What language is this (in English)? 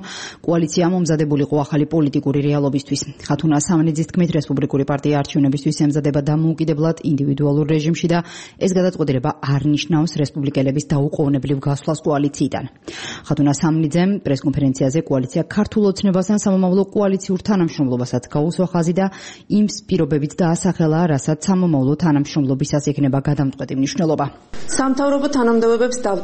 Georgian